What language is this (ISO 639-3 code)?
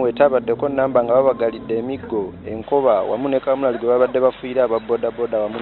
lug